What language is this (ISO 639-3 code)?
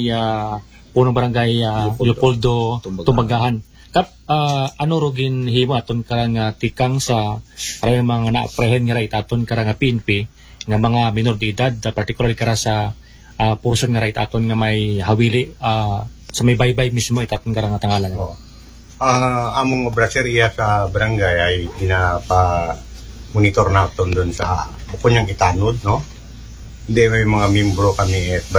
akl